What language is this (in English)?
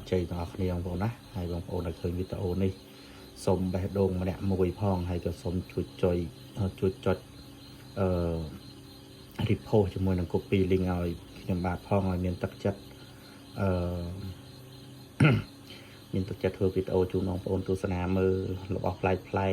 Khmer